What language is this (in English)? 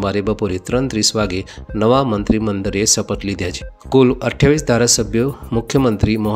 Gujarati